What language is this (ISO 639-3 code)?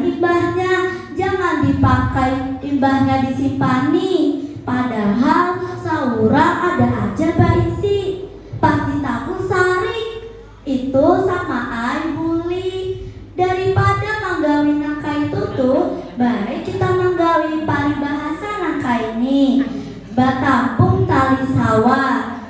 bjn